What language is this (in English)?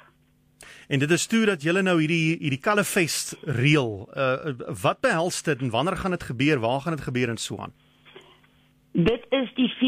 Afrikaans